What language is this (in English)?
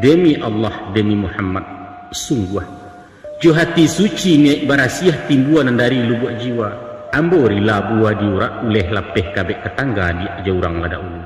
Minangkabau